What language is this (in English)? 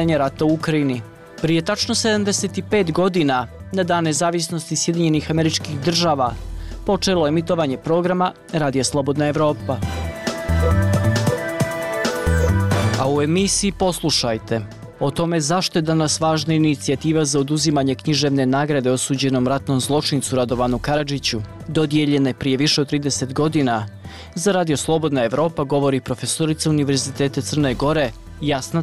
Bosnian